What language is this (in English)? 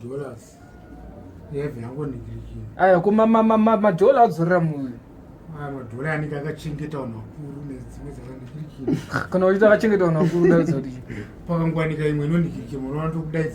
Shona